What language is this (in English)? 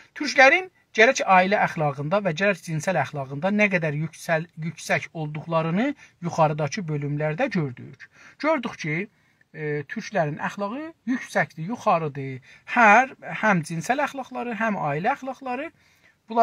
South Azerbaijani